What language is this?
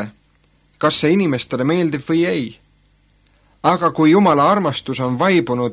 Estonian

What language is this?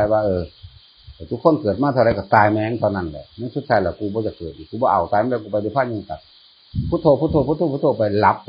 Northeastern Thai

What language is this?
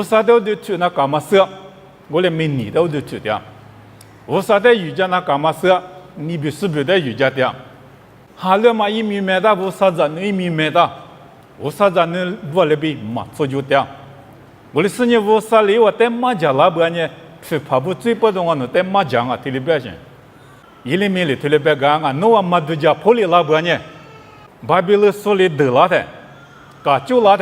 Lisu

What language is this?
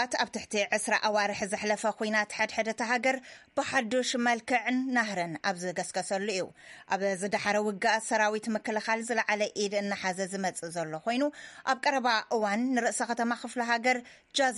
Tigrinya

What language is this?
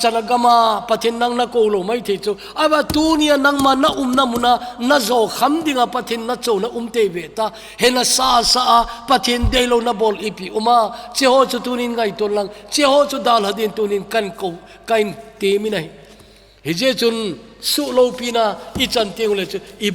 Thado Chin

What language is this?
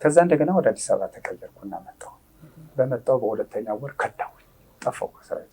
Amharic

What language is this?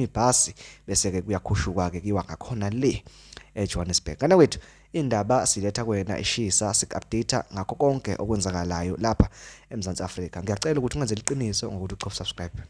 Zulu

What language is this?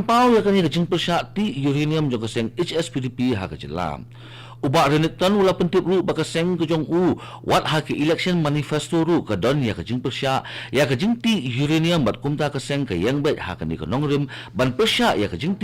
Khasi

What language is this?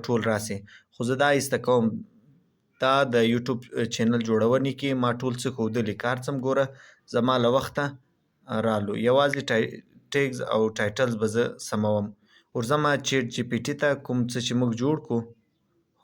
Pashto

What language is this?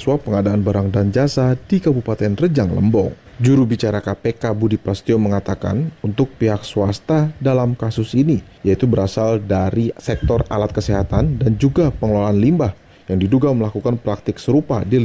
Indonesian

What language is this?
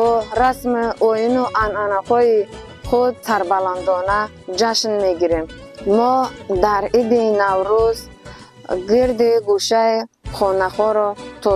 Tajik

